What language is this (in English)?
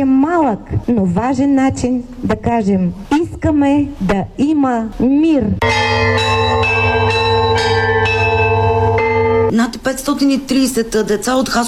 Bulgarian